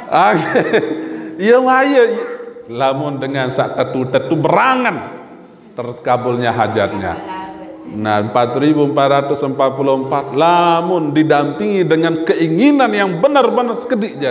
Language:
Sasak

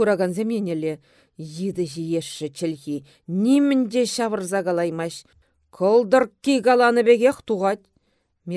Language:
Chuvash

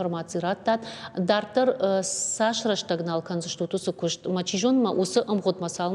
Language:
Ossetic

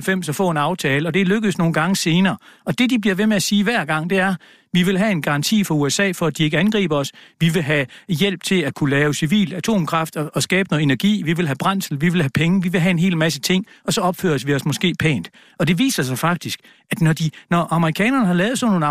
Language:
Danish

